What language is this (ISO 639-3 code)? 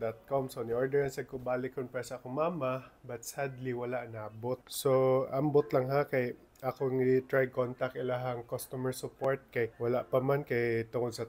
ceb